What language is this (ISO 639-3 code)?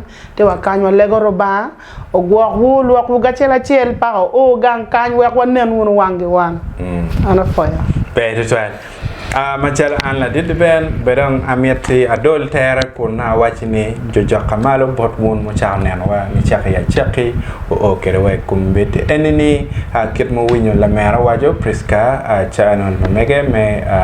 ach